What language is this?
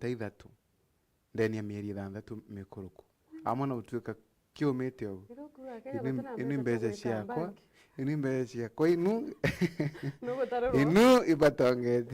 Meru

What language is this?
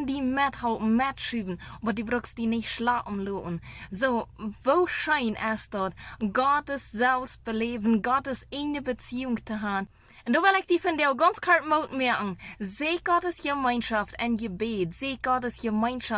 Plautdietsch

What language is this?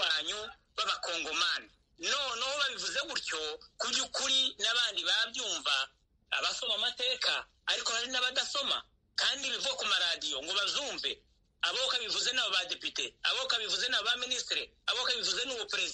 Kinyarwanda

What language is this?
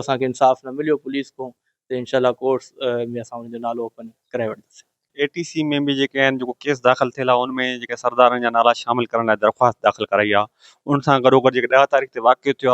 Sindhi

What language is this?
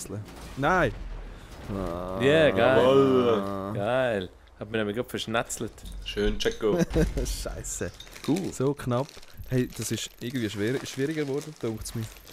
Swiss German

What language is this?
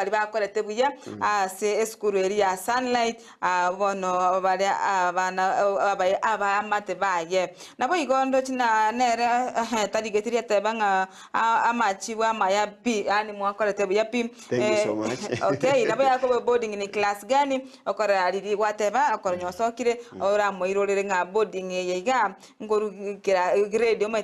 Gusii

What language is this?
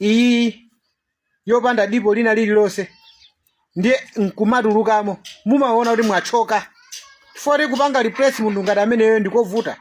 Nyanja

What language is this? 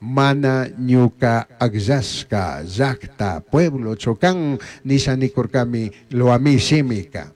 Chimborazo Highland Quichua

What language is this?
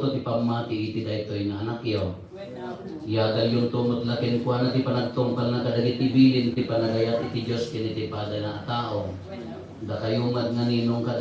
Iloko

